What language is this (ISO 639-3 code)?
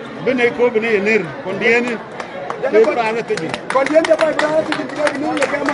nus